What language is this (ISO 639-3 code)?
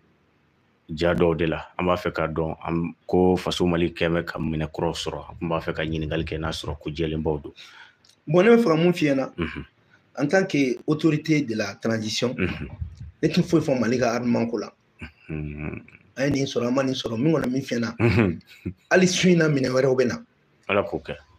bam